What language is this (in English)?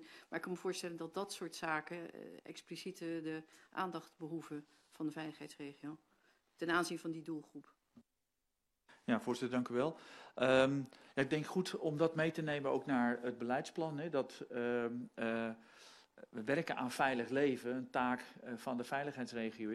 Dutch